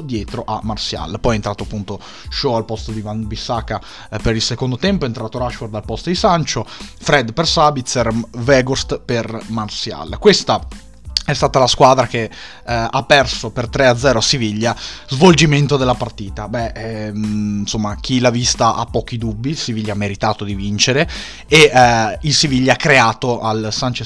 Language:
Italian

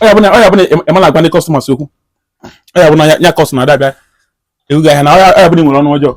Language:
Igbo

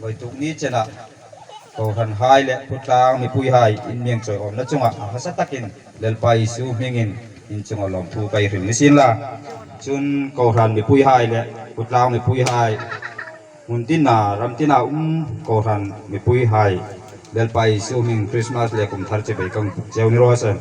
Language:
Hmar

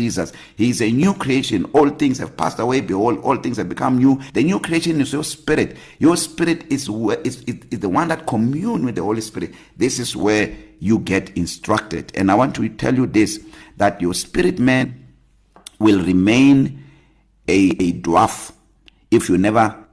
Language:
English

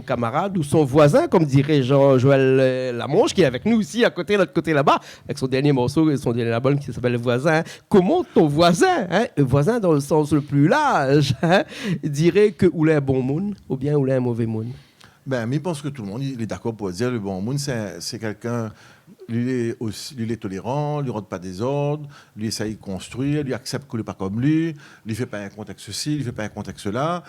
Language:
Réunion Creole French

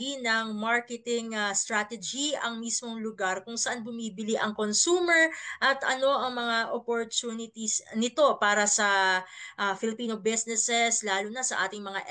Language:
Filipino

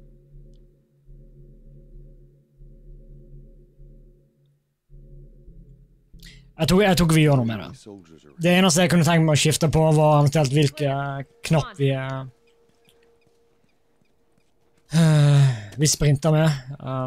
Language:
Norwegian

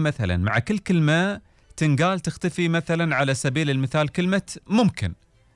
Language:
Gulf Arabic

